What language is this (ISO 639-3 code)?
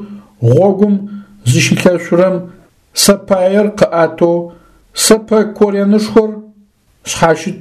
ady